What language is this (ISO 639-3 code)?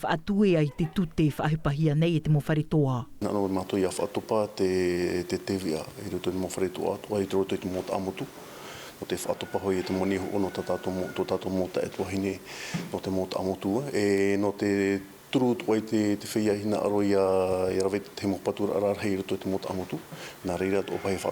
tah